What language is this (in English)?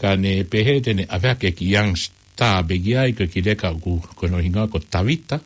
Tongan